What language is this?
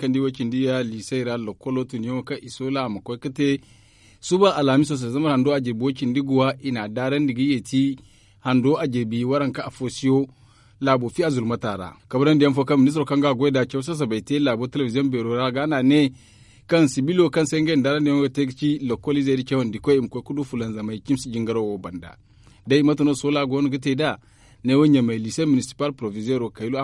Zarma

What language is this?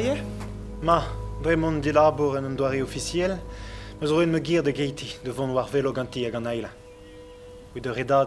Breton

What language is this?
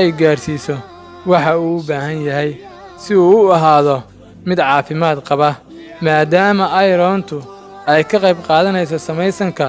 Somali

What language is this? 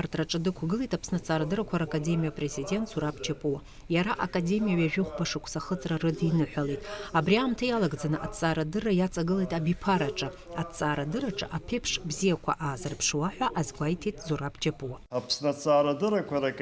Abkhazian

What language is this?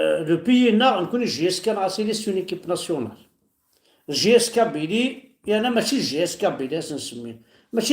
Kabyle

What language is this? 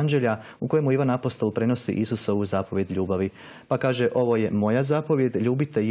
Croatian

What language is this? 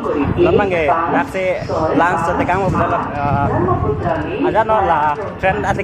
Karbi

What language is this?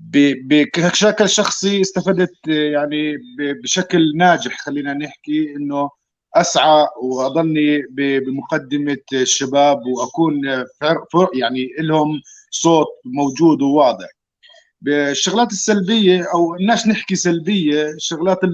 North Levantine Arabic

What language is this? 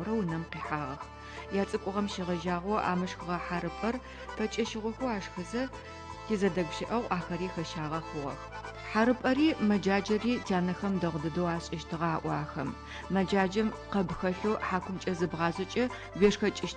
Adyghe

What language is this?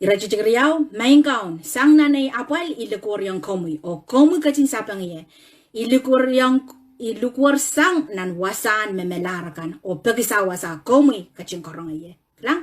Pohnpeian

